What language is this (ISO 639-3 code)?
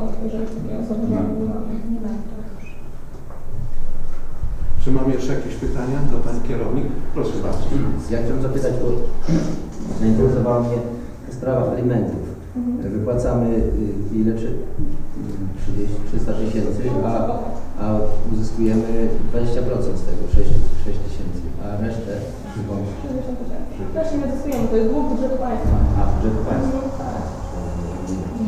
pol